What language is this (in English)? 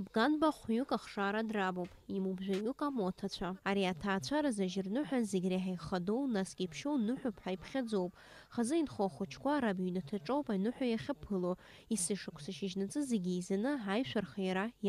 Abkhazian